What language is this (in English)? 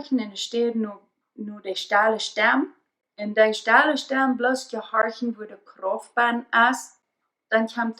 Plautdietsch